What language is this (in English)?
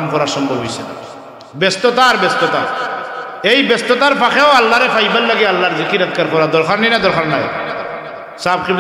Sylheti